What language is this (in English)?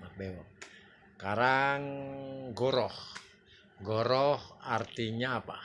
Betawi